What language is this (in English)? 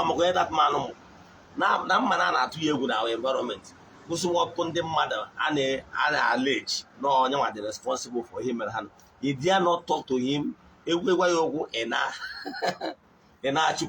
Igbo